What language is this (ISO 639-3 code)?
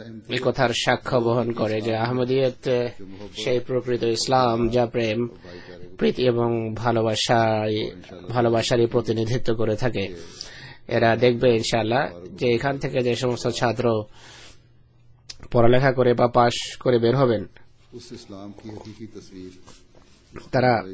ben